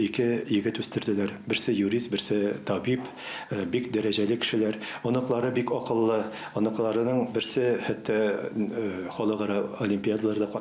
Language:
Tatar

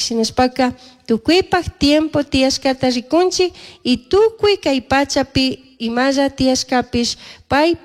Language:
Chimborazo Highland Quichua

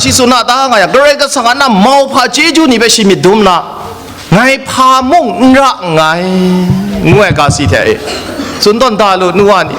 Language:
Kachin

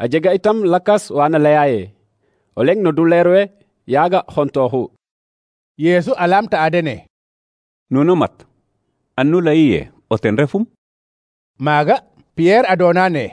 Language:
Serer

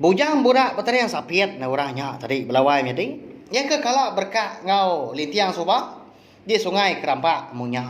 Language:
Iban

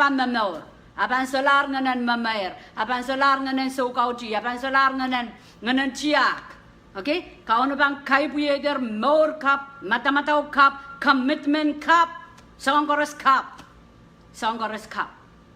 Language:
Pohnpeian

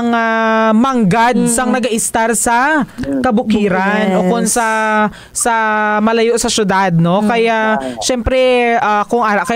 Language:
Hiligaynon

